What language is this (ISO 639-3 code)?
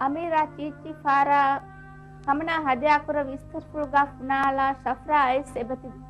div